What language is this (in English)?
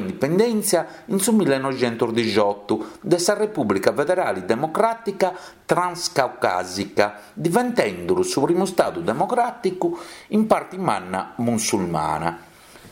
Sardinian